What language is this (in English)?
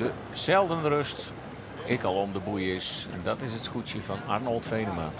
Western Frisian